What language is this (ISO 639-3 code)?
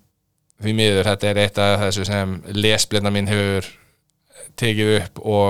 isl